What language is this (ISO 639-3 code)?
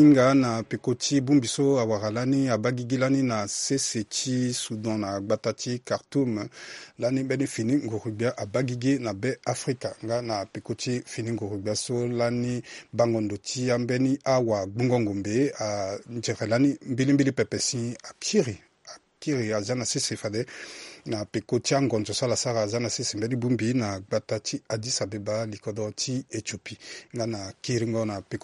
sag